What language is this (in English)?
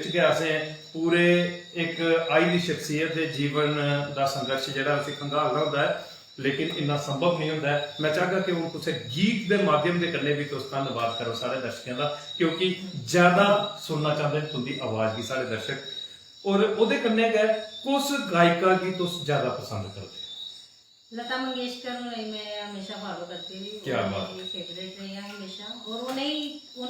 Dogri